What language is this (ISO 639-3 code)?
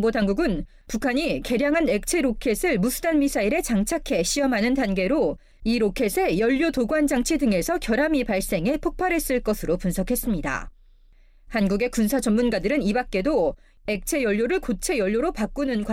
kor